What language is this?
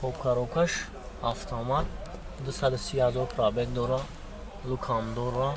Tajik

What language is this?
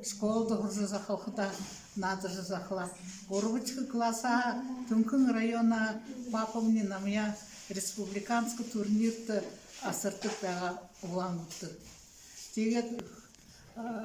Buriat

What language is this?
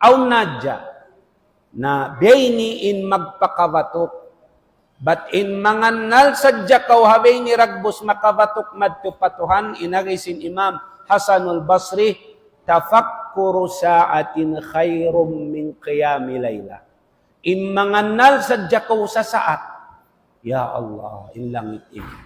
Tausug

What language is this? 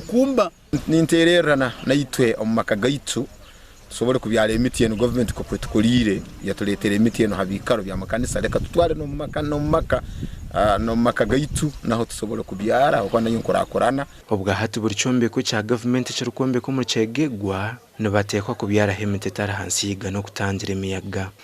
Nyankole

